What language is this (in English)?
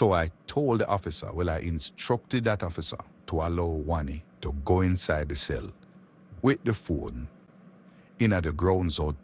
Jamaican Creole English